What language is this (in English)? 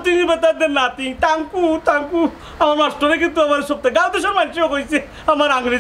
Sylheti